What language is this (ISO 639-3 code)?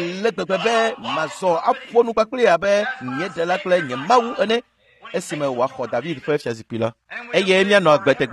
ewe